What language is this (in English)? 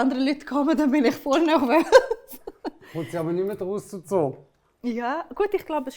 Swiss German